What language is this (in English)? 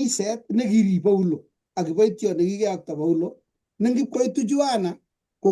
Kalenjin